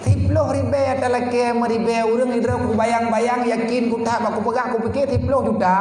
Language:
Achinese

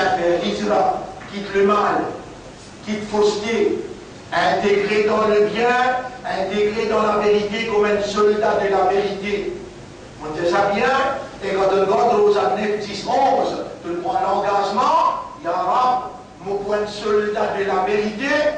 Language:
Morisyen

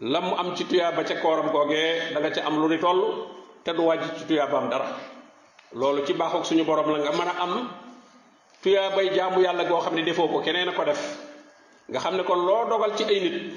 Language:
Wolof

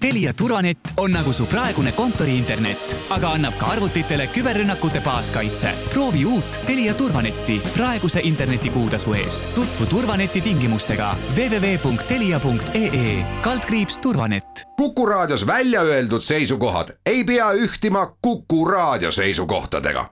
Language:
Estonian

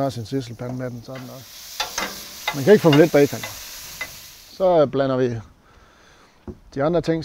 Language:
Danish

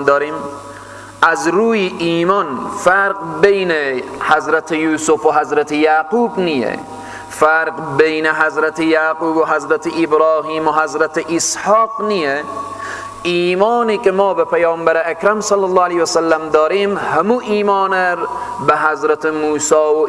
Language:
Persian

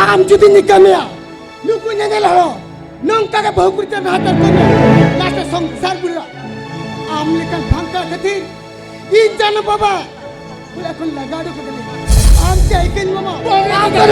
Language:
Santali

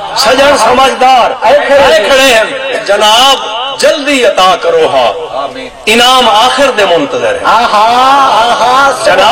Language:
Saraiki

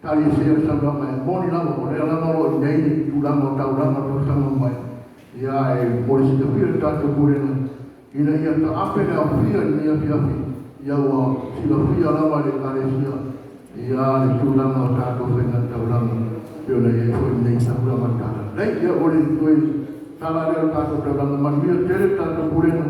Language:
Samoan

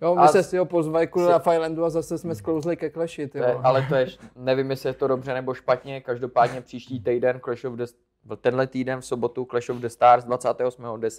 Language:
Czech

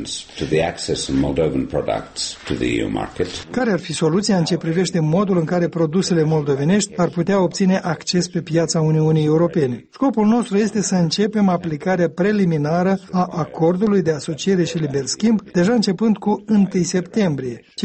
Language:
Romanian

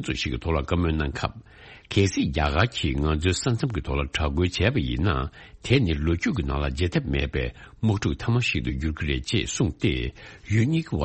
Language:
Tibetan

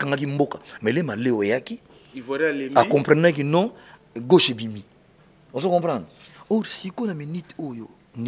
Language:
Lingala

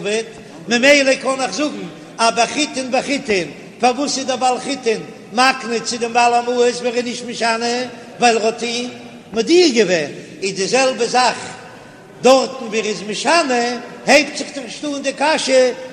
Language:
Yiddish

